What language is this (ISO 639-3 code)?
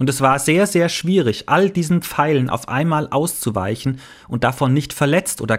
deu